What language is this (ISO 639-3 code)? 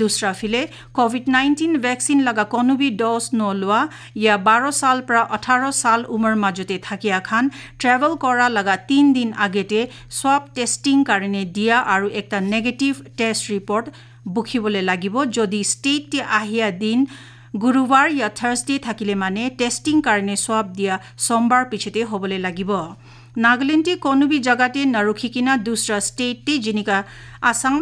nag